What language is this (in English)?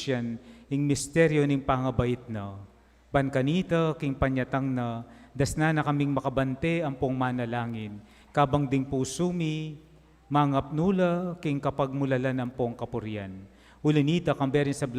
Pampanga